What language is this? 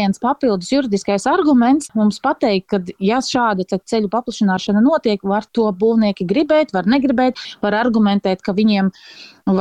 Latvian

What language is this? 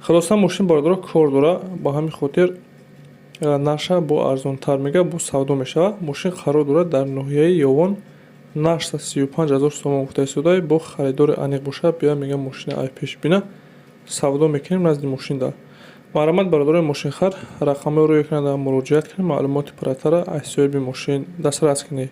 Tajik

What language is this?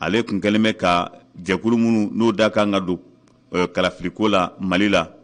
Bambara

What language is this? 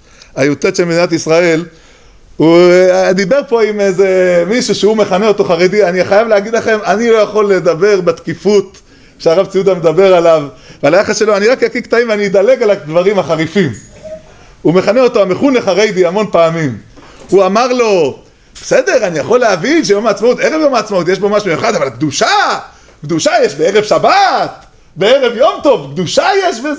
Hebrew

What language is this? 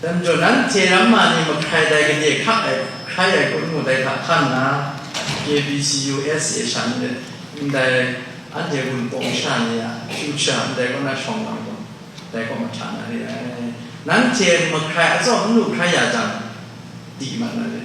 Kachin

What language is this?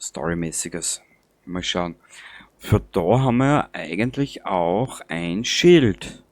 Bavarian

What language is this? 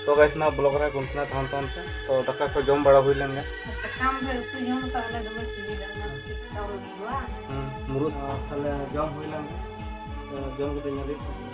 Santali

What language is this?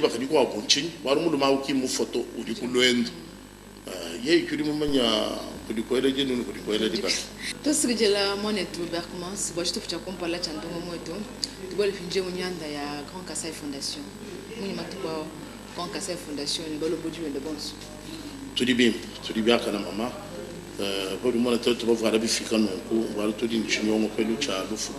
Luba-Lulua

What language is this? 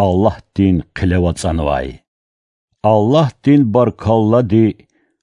Lezghian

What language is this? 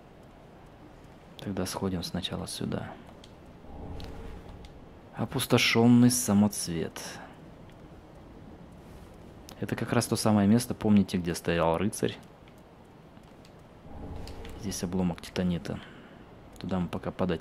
Russian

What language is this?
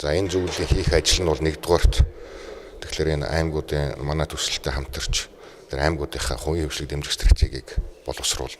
Mongolian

